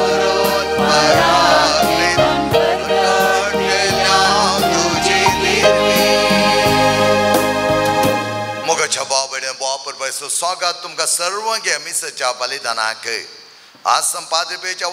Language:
Konkani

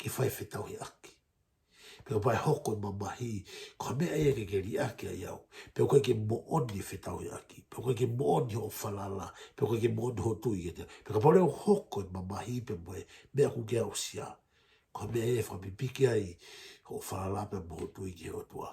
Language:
Tongan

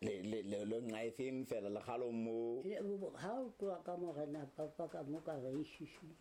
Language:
Southern Sotho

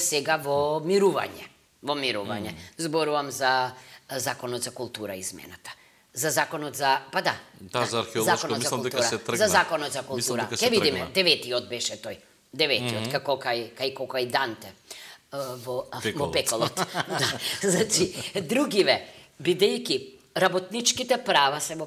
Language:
Macedonian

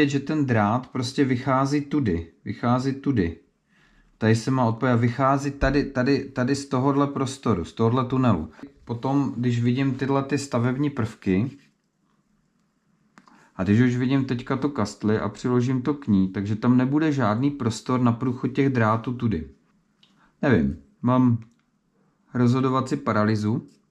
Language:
Czech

